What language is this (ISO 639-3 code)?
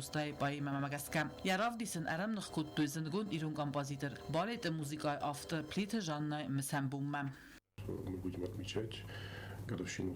oss